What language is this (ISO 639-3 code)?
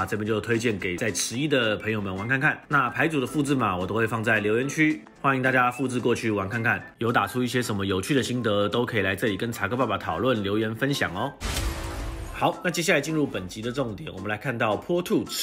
zho